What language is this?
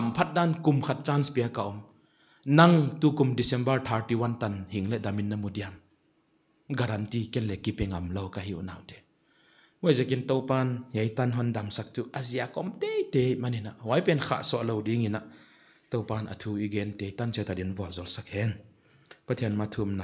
Paite Chin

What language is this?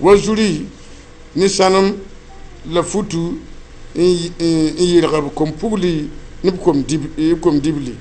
Mossi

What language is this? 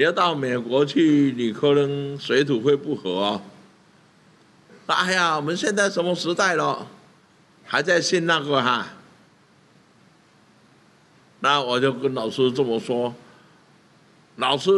Chinese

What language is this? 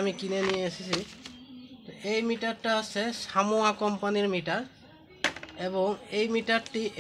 Bangla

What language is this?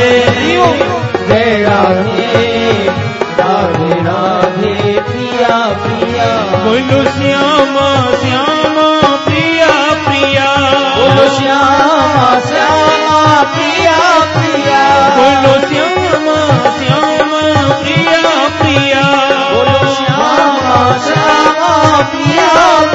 Hindi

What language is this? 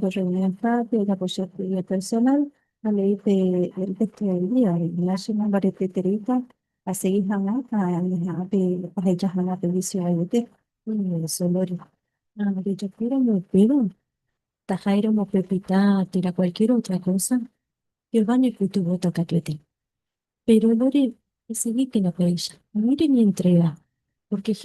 Guarani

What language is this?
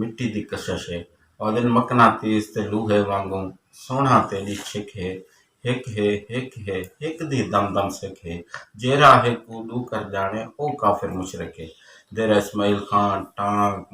Saraiki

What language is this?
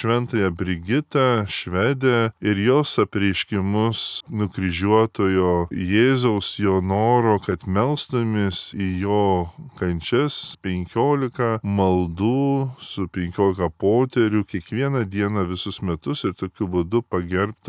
Lithuanian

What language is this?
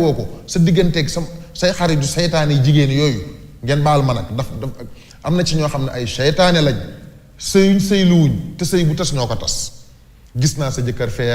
Wolof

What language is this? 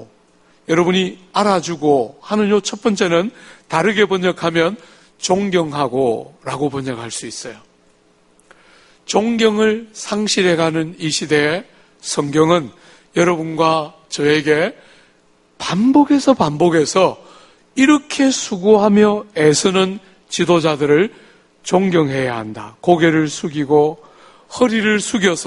Korean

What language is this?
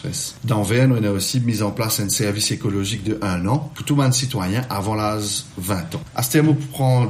Morisyen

